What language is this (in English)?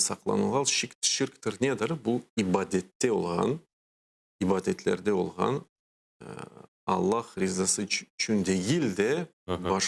Crimean Tatar